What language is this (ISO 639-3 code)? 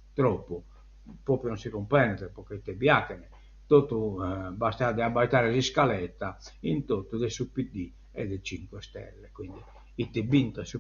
srd